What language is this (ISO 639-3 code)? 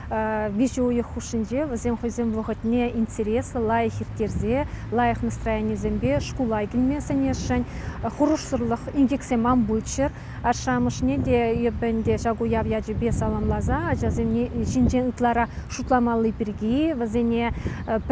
chv